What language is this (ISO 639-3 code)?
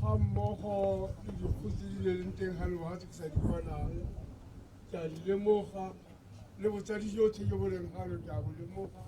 tsn